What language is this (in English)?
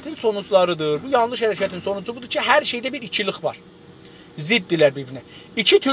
South Azerbaijani